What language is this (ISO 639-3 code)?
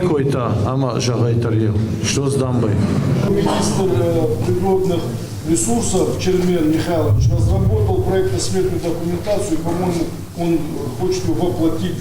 oss